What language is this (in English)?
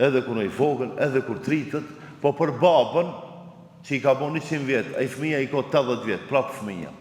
Albanian